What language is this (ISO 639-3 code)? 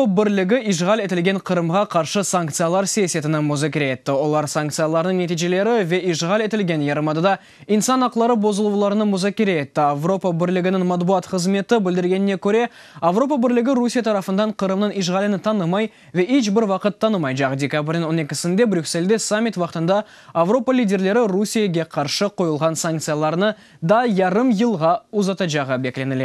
crh